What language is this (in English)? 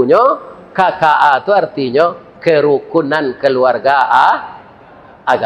Minangkabau